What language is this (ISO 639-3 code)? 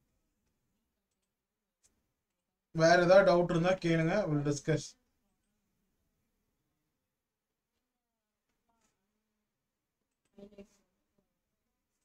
tam